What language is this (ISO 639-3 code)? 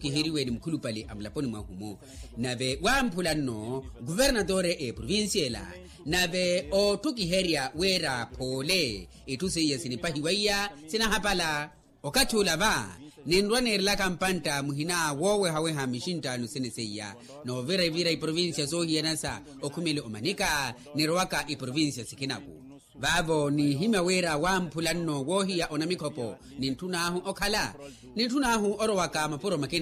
vmw